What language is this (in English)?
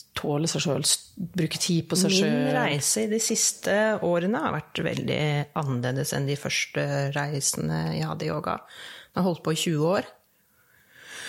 Norwegian